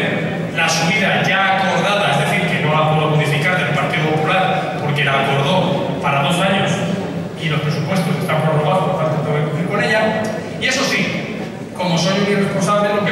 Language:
Spanish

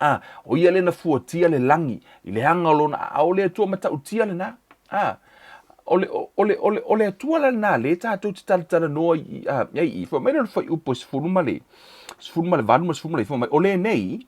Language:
Samoan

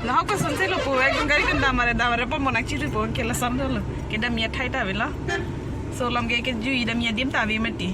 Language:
Karbi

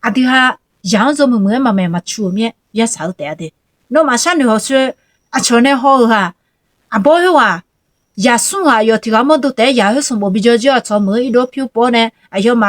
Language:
Akha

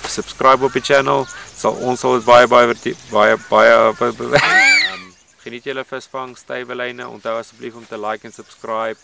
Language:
Afrikaans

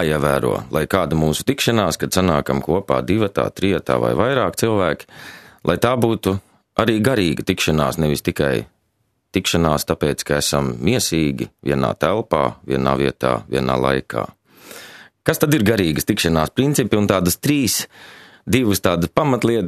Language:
Latvian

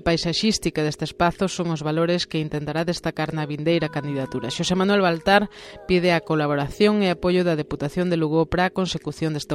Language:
Galician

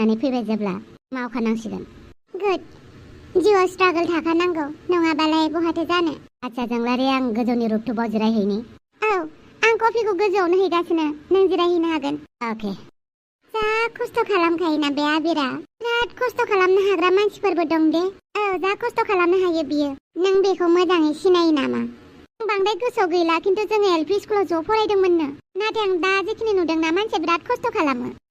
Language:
Bodo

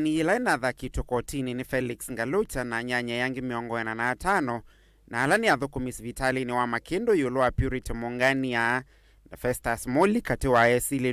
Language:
Kamba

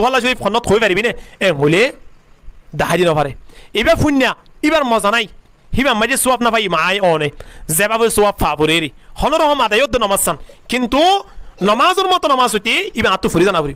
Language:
Rohingya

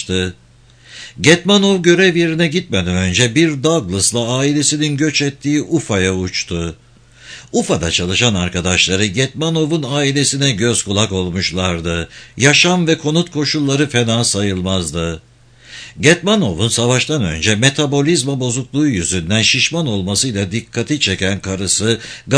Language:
Turkish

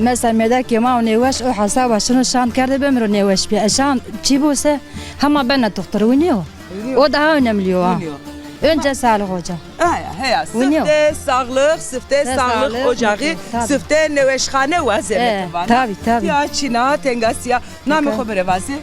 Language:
Zaza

